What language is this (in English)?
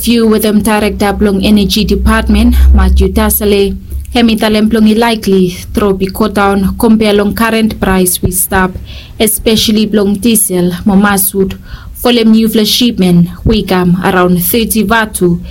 Bislama